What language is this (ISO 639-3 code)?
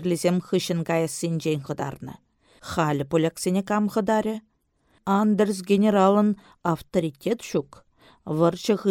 chv